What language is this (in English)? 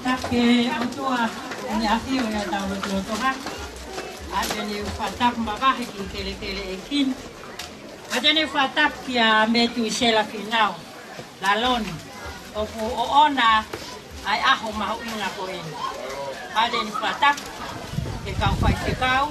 Tongan